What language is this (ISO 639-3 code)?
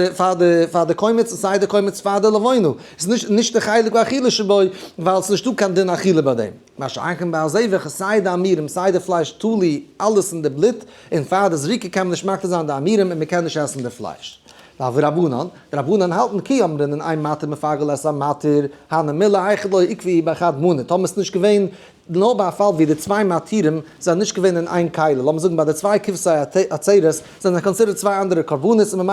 yid